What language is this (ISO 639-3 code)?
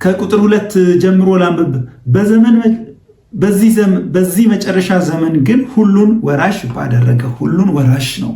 amh